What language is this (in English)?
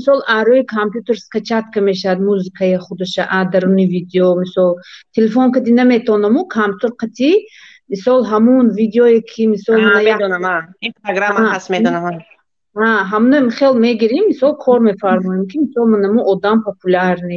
Tajik